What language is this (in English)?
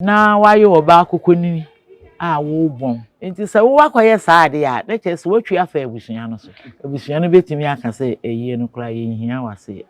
Akan